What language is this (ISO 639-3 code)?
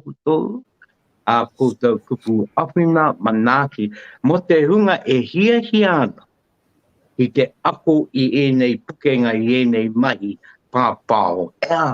mri